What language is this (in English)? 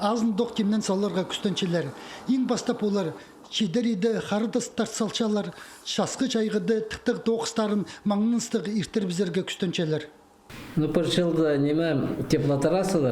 Khakas